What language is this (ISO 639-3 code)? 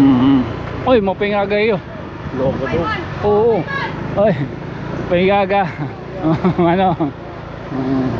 war